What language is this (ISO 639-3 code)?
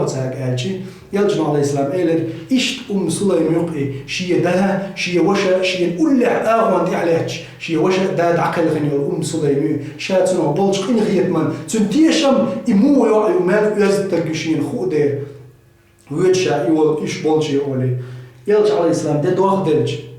che